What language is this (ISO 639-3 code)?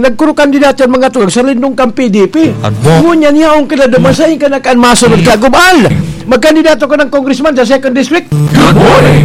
bik